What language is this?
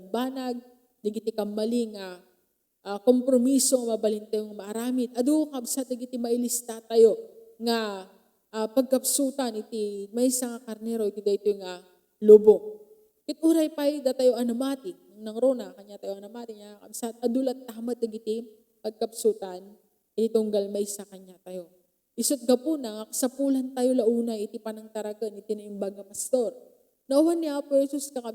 Iloko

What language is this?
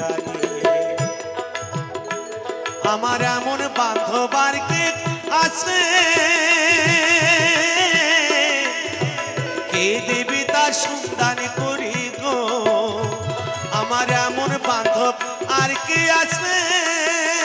Bangla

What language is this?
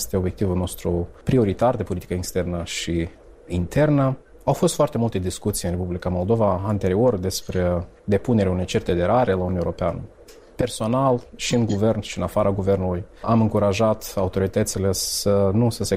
Romanian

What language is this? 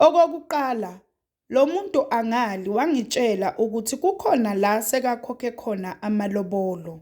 Zulu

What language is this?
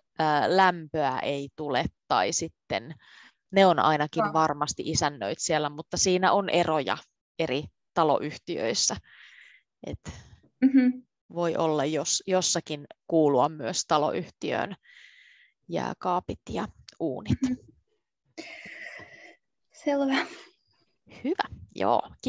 Finnish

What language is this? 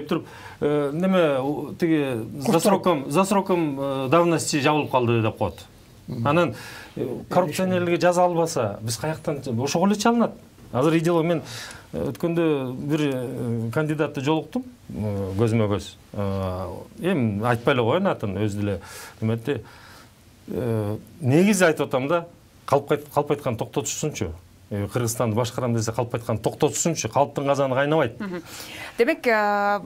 Kyrgyz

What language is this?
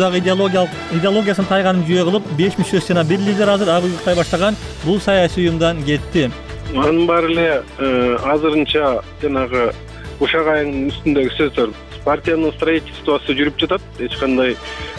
Kyrgyz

